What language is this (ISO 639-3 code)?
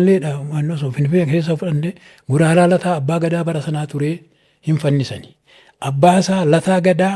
orm